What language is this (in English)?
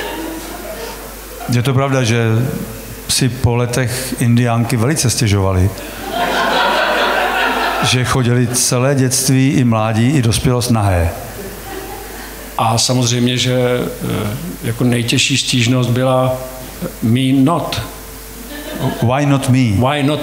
Czech